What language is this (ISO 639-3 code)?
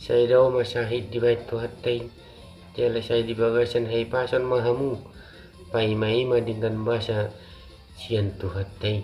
bbc